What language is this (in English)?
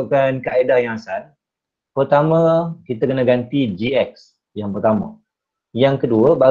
Malay